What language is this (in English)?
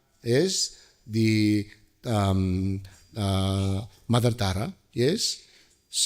Tibetan